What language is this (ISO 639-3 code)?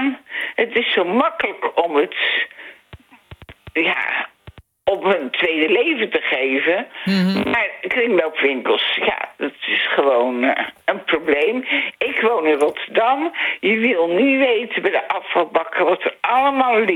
nld